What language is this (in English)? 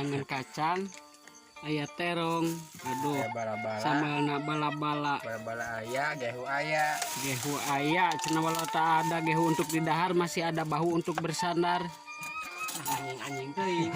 Sundanese